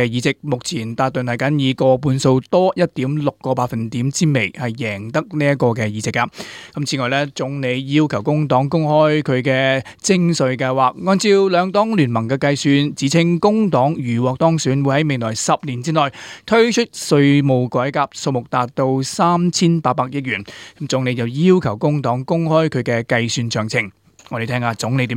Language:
Cantonese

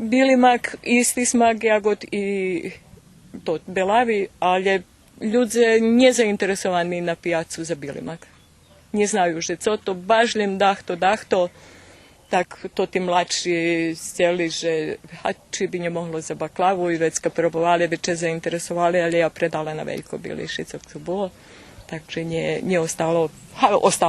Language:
Rusyn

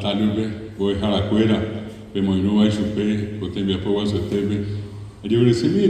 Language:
Guarani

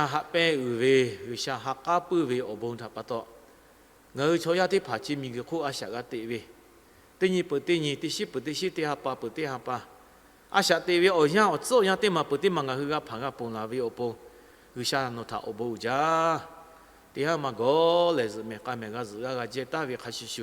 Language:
Lahu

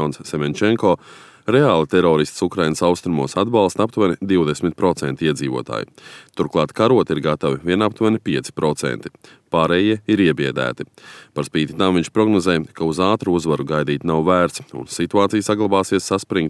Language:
Latvian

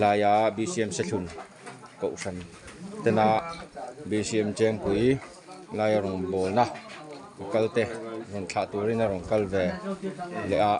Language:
Mizo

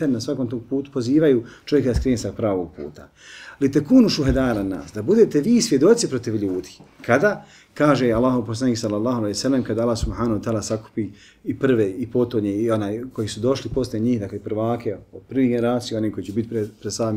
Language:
Bosnian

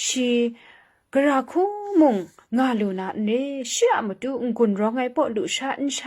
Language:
Kachin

